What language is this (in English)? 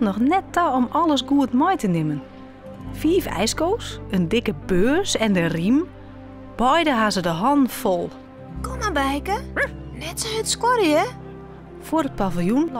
Western Frisian